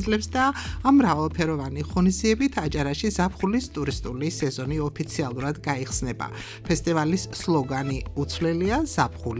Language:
Georgian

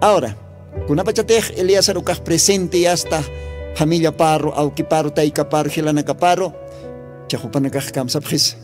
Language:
Aymara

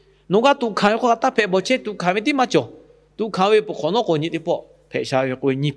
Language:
Lahu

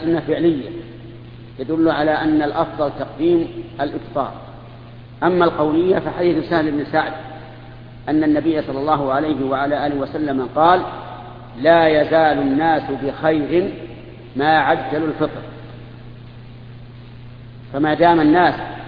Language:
Arabic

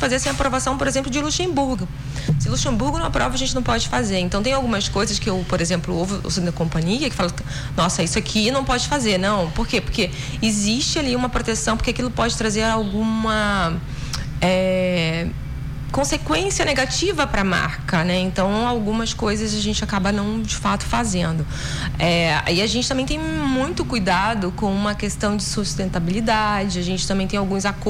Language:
Portuguese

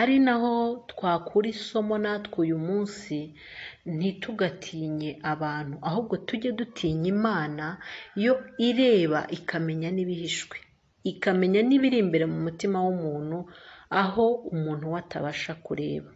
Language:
Kinyarwanda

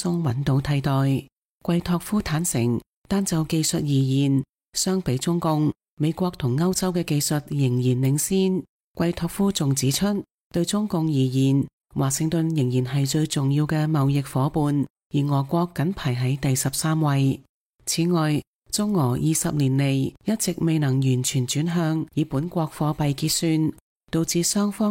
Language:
Cantonese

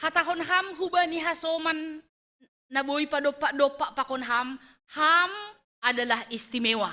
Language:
Batak Simalungun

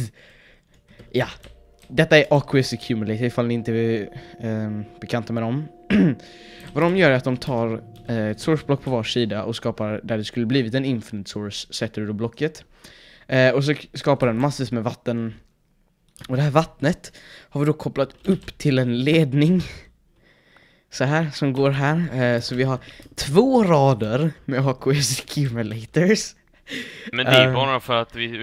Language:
Swedish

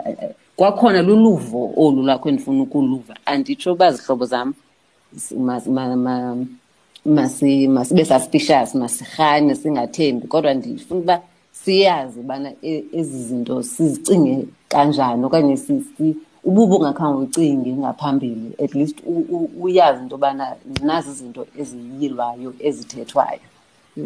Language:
Xhosa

